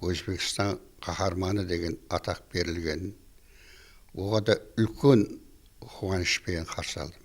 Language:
Kara-Kalpak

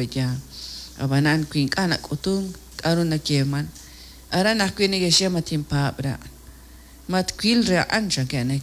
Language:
Kekchí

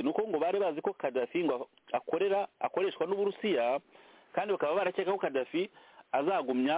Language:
Kinyarwanda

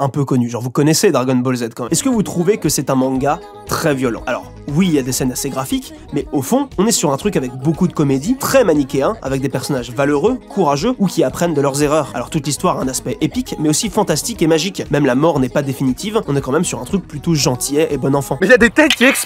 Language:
French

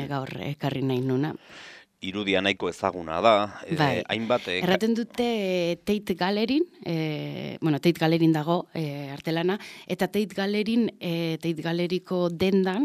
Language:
Basque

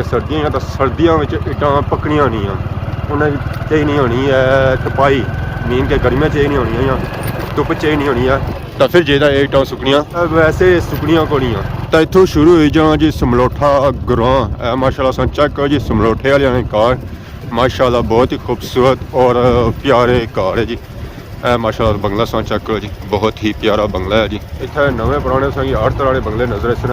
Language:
Pahari-Potwari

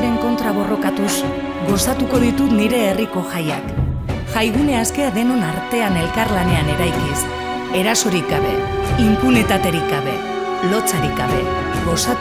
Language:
Basque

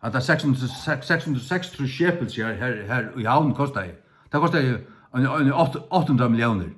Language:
Faroese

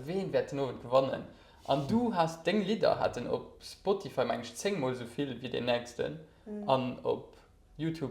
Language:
Luxembourgish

